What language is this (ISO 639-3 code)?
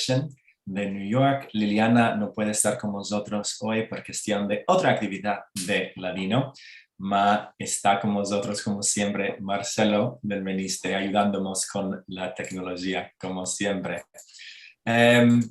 lad